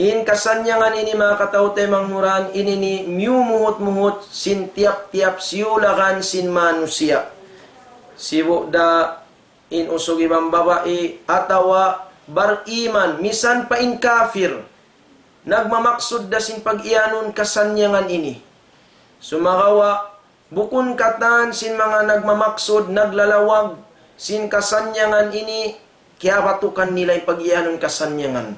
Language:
Tausug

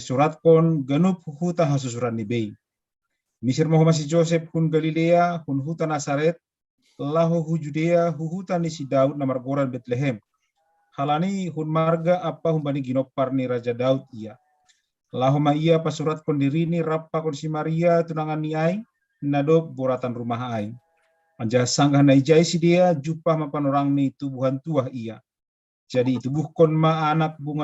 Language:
Batak Simalungun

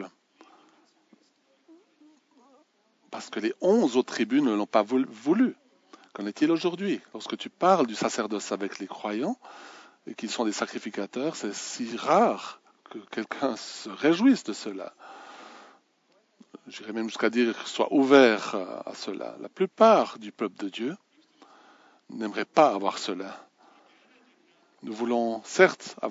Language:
French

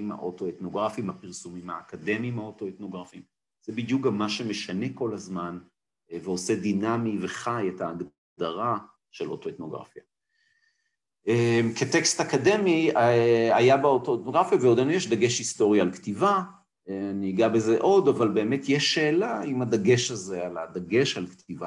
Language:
Hebrew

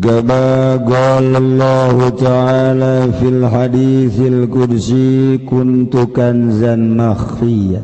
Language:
Sundanese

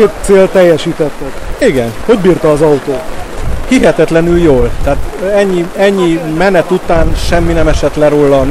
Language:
Hungarian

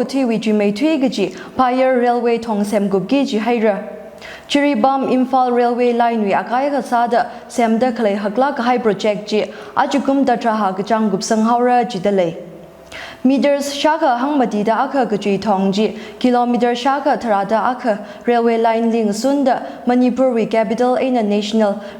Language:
Tangkhul Naga (India)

